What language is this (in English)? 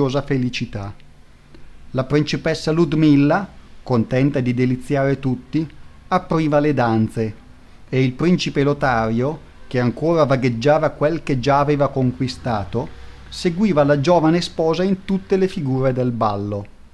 Italian